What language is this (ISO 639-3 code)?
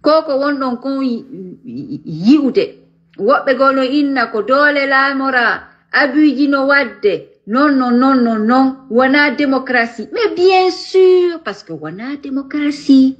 ful